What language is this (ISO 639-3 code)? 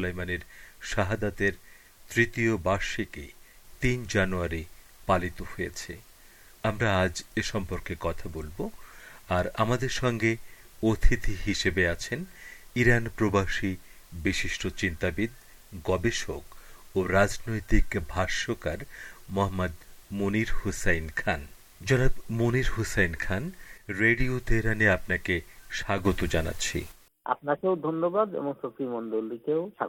ben